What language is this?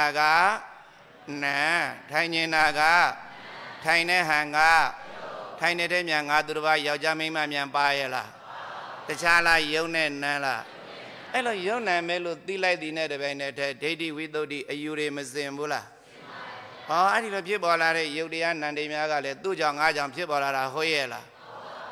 Burmese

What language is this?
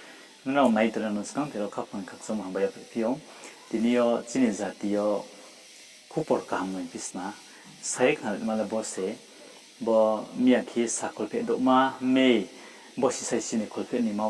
Riang (India)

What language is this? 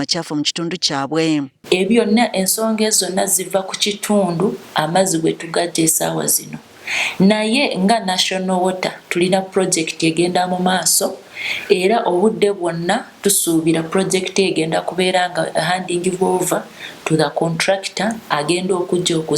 Ganda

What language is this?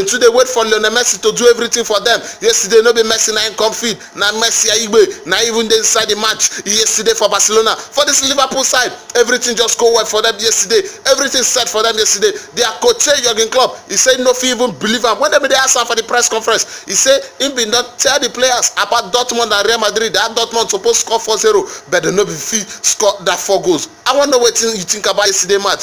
Nigerian Pidgin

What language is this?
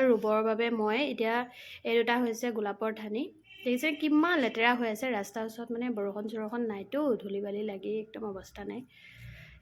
Assamese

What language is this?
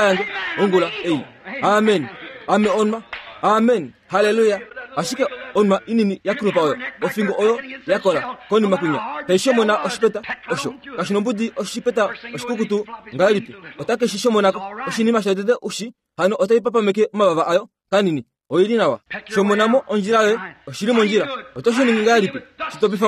Kuanyama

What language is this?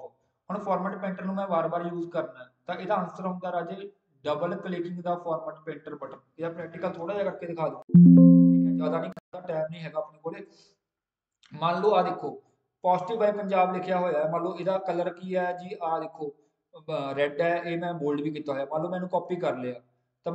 Punjabi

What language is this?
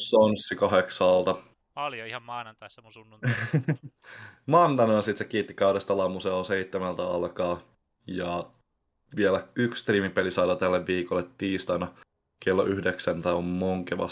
Finnish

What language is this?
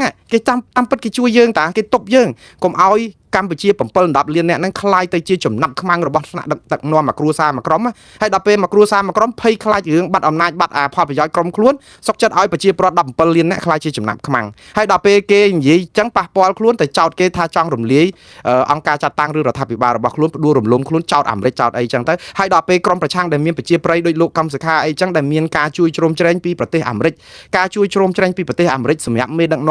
Khmer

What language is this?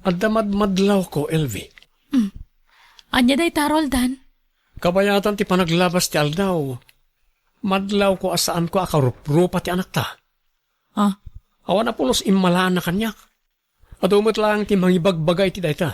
Iloko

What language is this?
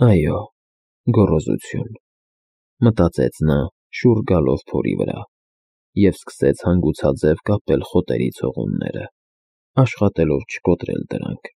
Armenian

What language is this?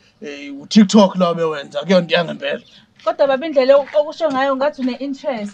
Zulu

